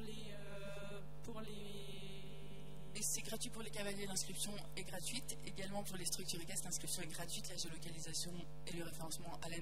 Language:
French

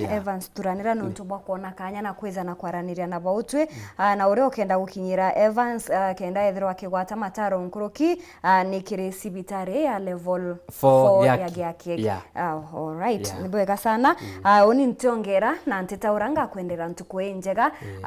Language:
Meru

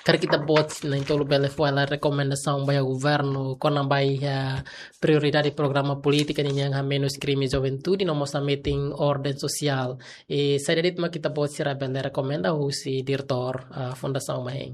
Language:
Tetum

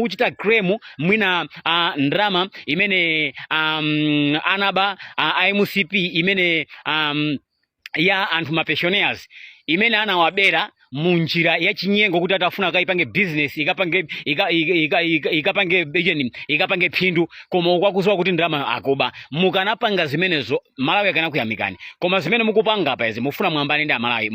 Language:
Nyanja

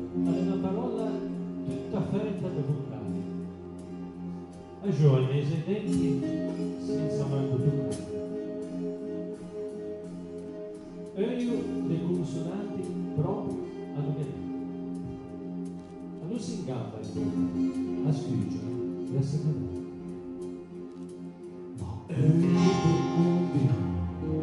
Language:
Italian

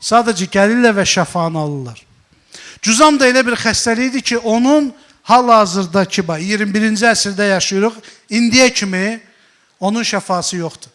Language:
Azerbaijani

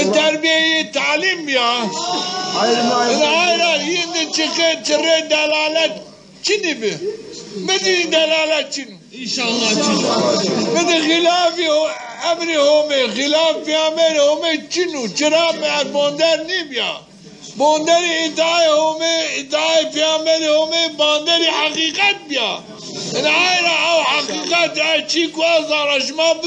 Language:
Zaza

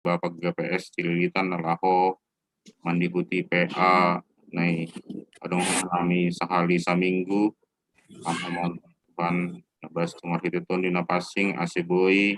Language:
Batak Simalungun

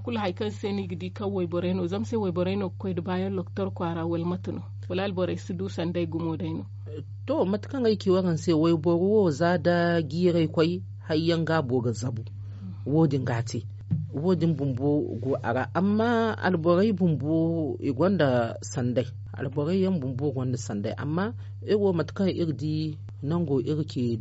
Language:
Zarma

